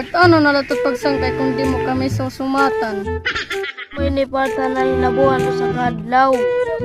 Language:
Waray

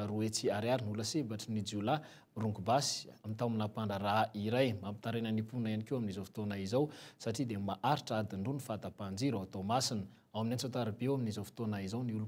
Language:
Malagasy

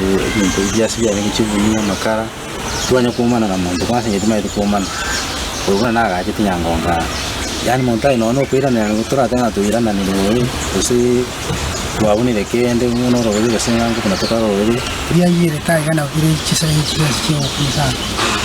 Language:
Gusii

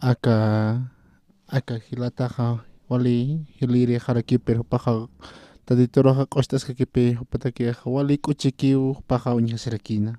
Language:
Aymara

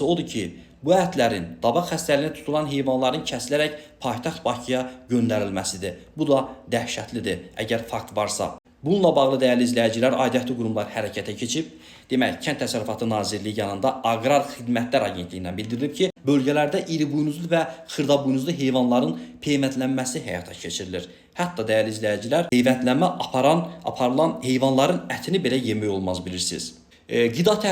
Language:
Azerbaijani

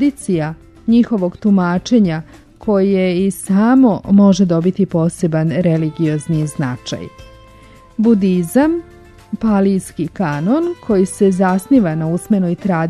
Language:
Serbian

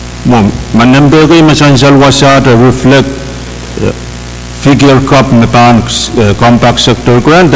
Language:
Pohnpeian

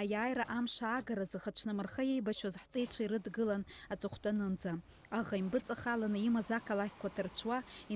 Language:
Abkhazian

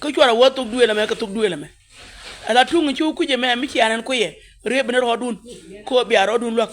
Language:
Nuer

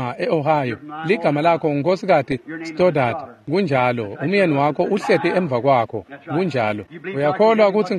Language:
Swati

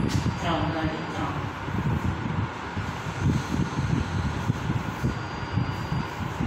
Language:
Gujarati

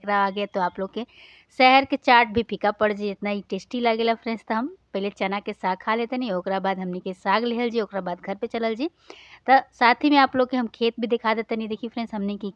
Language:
Bhojpuri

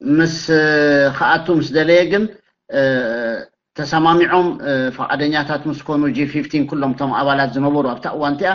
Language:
Tigrinya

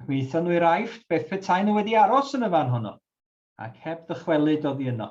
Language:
Welsh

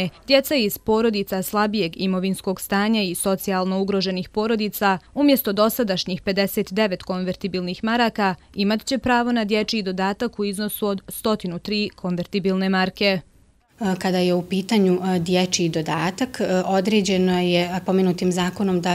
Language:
Bosnian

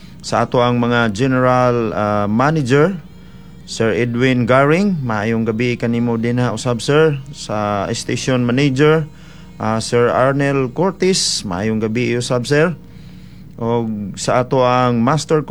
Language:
Cebuano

